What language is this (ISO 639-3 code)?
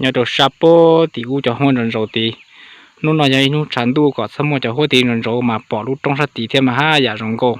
hmn